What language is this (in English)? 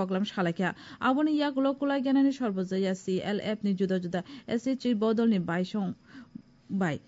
Kok Borok